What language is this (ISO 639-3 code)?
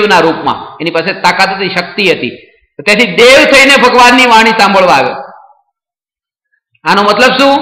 guj